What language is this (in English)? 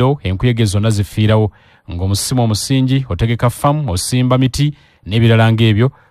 Ganda